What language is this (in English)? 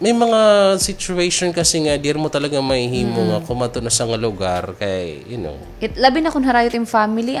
Waray